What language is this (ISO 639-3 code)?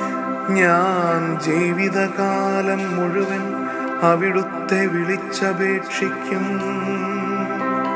mal